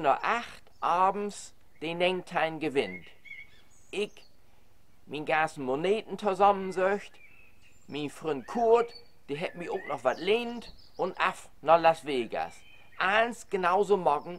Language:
Low German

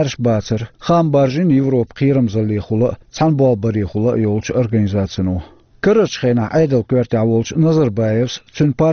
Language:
Chechen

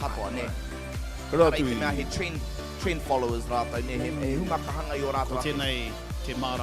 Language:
Māori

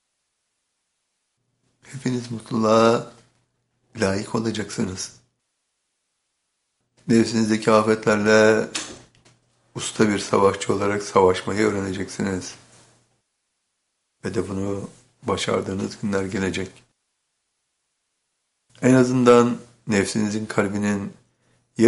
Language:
Turkish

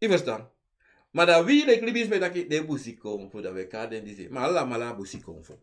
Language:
Sranan Tongo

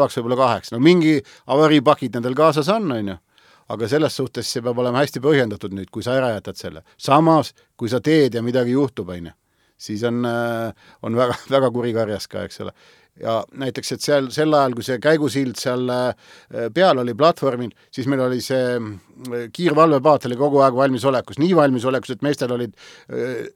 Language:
Estonian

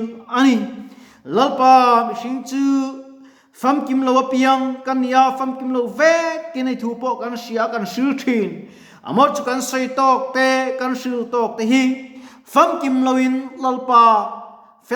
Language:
Mizo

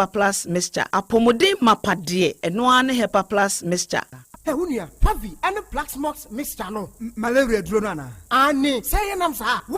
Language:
Akan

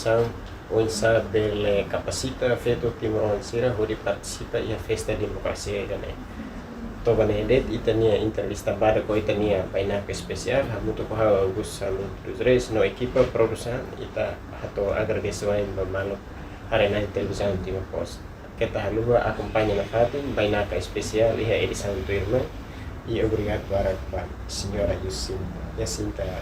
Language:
Tetum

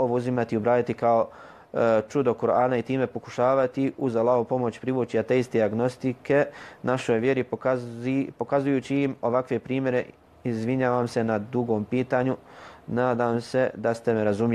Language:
Bosnian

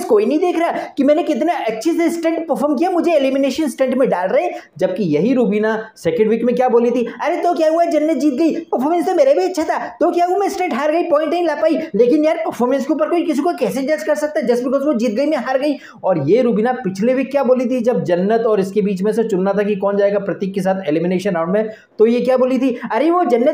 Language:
Hindi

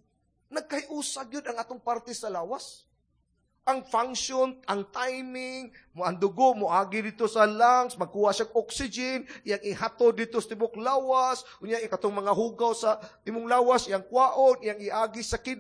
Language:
Cebuano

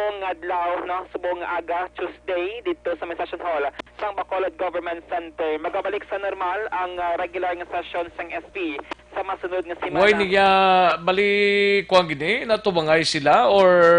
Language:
Hiligaynon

